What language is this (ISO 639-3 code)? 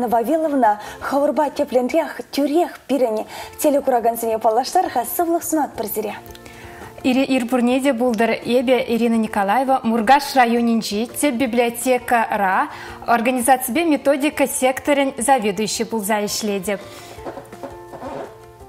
chv